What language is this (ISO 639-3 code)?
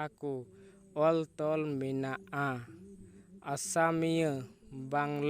sat